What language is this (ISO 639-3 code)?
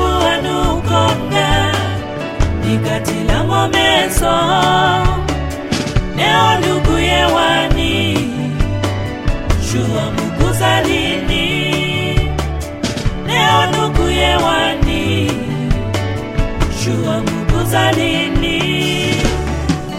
swa